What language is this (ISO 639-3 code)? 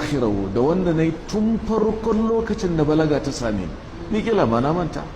hau